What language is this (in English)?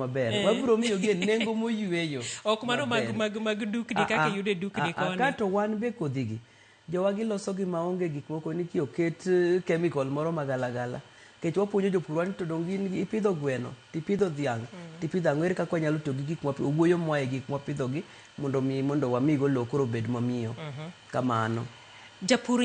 Luo (Kenya and Tanzania)